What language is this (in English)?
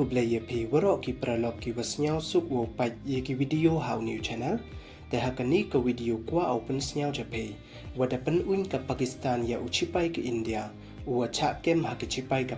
Pnar